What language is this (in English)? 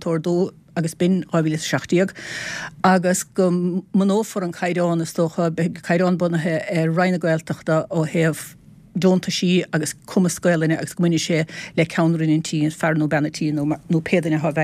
Irish